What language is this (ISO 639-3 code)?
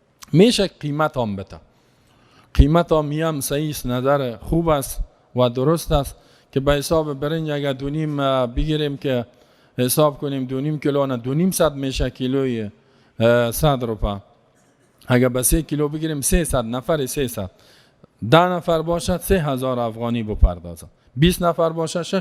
fas